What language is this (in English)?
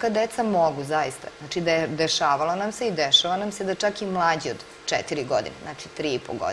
Serbian